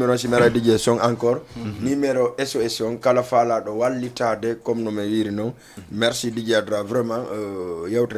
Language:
Fula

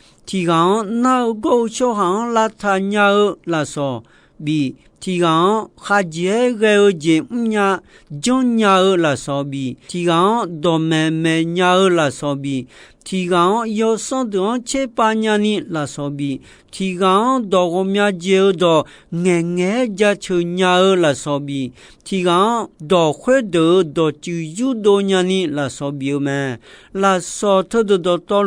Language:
Akha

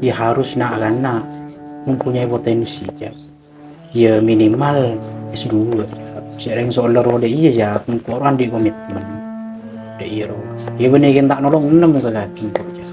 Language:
Madurese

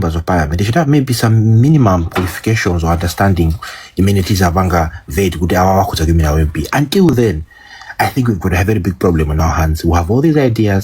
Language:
Nyanja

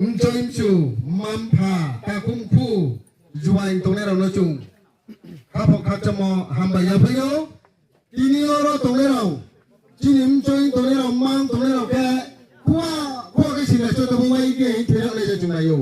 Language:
Riang (India)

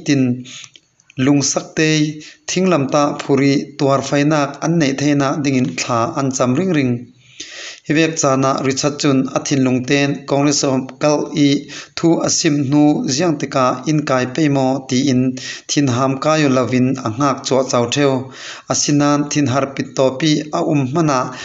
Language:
Falam Chin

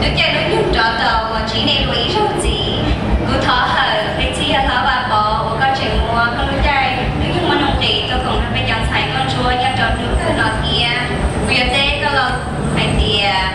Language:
Hmong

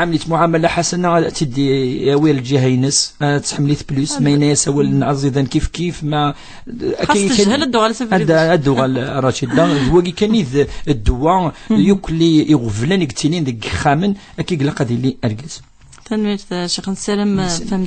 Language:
Kabyle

